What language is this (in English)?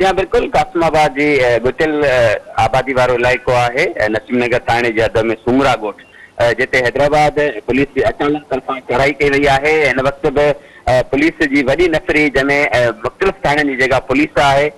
Sindhi